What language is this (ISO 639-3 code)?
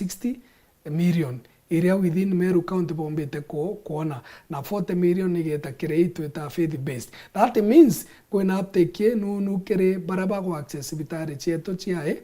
mer